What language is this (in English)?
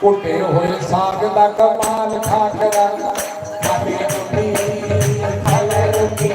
Dogri